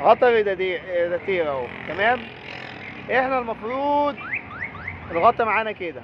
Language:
Egyptian Arabic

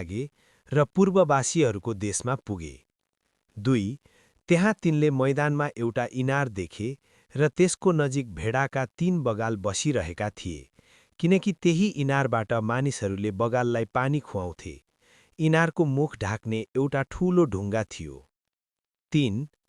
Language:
Nepali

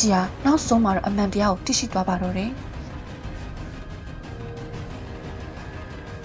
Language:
Burmese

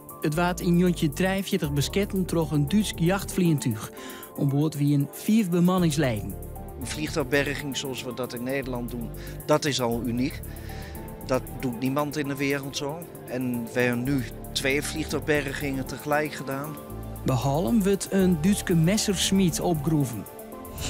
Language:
Western Frisian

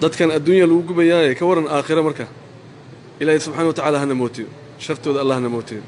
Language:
Somali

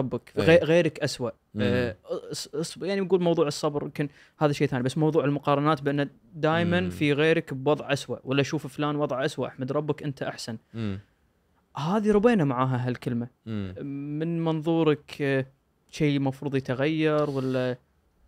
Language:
Gulf Arabic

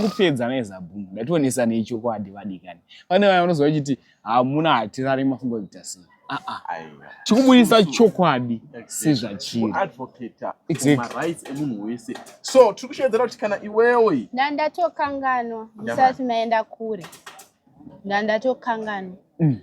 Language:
Shona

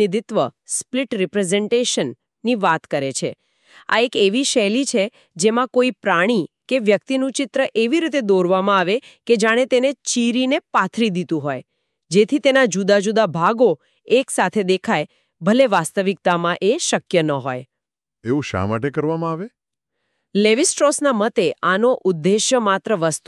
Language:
Gujarati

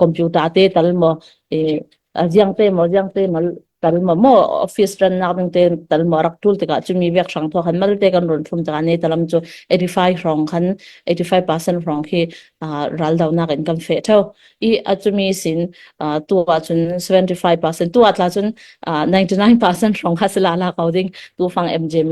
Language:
Falam Chin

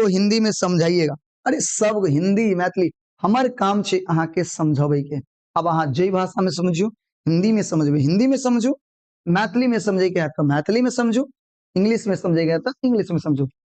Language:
Maithili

